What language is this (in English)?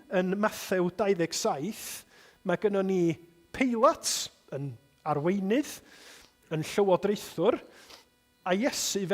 Welsh